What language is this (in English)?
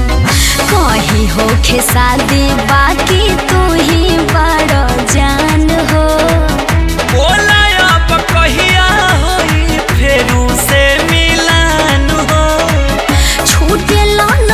Bhojpuri